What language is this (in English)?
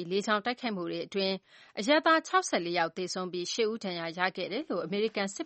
Burmese